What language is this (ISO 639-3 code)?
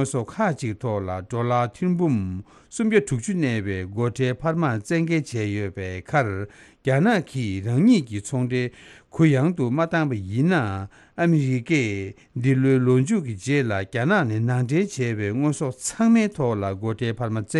bod